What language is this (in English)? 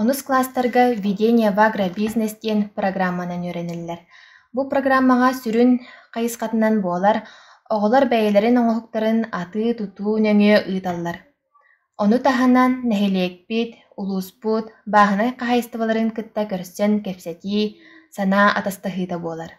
Yakut